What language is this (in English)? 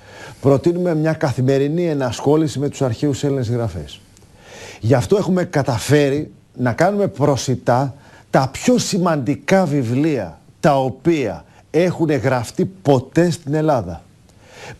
Greek